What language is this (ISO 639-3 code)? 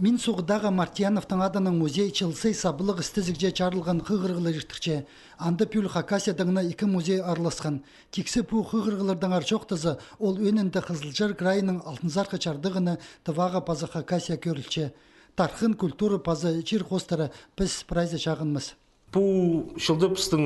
kjh